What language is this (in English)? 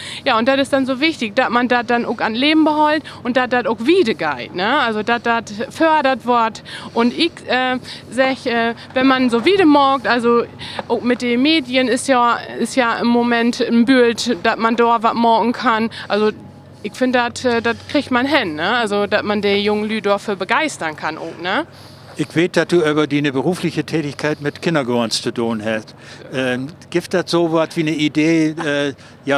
Low German